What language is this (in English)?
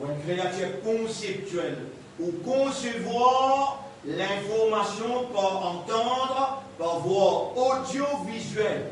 Morisyen